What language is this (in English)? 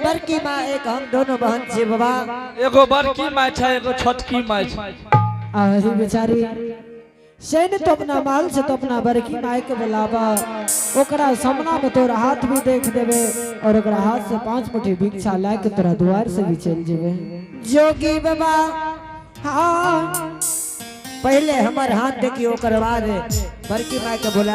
Angika